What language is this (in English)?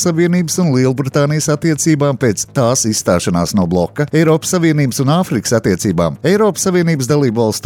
Latvian